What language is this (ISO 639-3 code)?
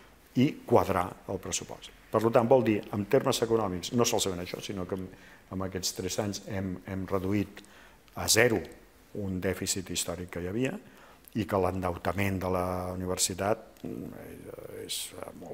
cat